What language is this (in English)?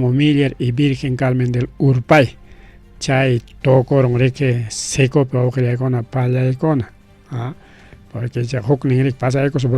Ayacucho Quechua